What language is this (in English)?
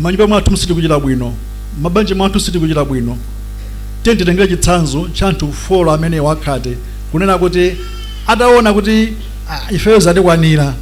Nyanja